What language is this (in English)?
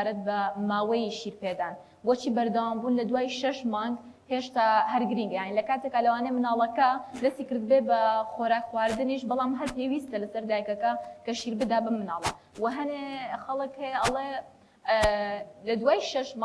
Central Kurdish